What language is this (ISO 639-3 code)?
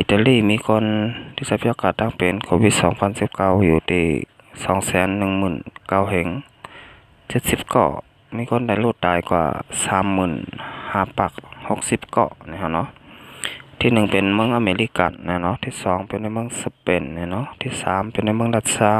shn